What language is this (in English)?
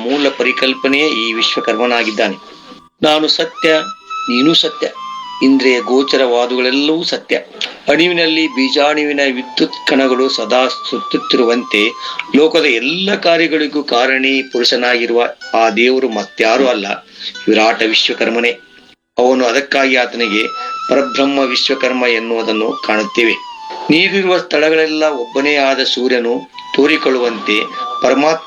Kannada